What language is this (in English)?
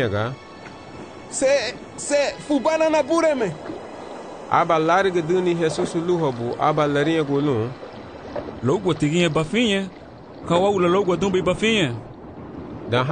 Garifuna